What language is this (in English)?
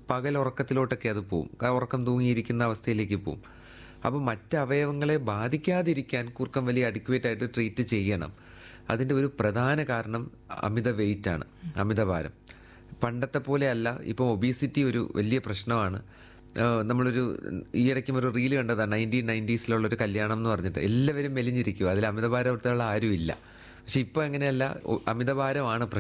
Malayalam